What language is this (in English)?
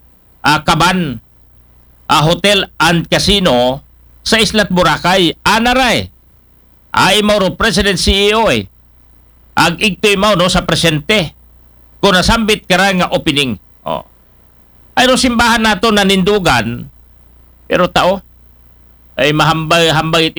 Aklanon